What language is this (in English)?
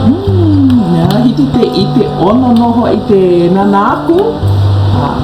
Hawaiian